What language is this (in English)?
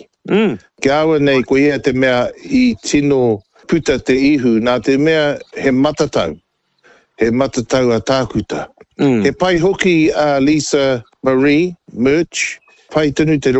Māori